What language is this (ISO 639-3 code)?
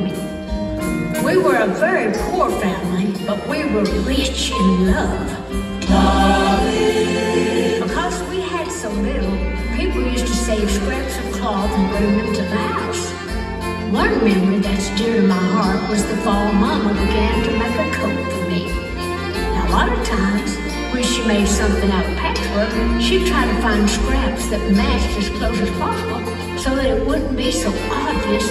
eng